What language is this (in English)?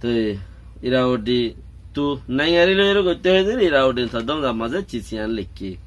Rohingya